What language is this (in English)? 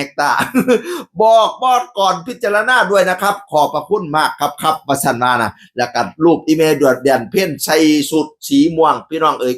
Northeastern Thai